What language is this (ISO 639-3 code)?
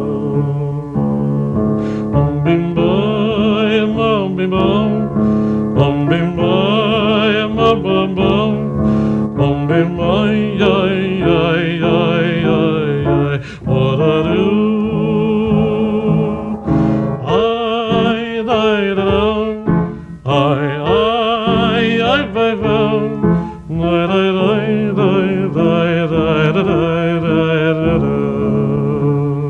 heb